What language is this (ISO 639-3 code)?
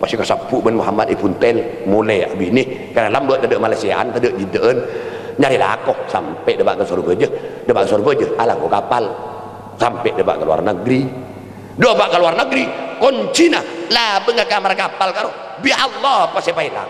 mad